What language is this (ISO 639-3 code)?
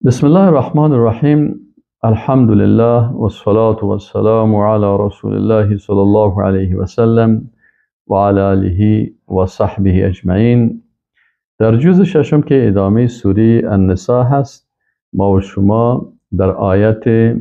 fas